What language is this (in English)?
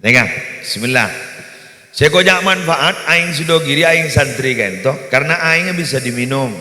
Madurese